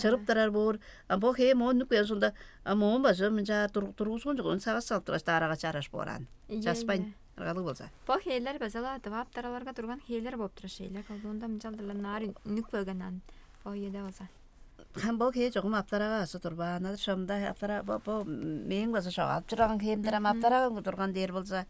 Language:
Tuvinian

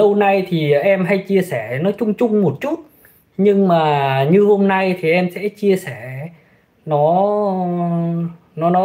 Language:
Vietnamese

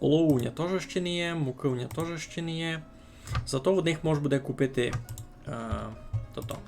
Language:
Rusyn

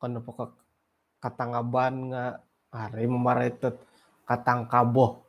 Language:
Central Dusun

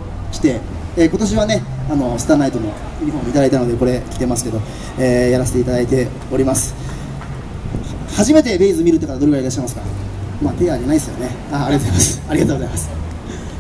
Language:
Japanese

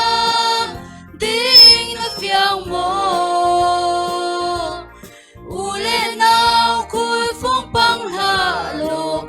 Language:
Falam Chin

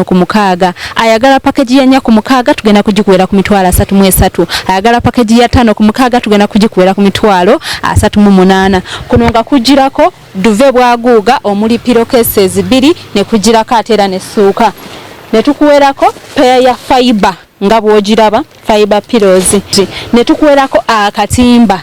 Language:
Ganda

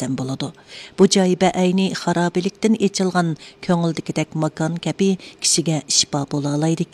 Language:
Uyghur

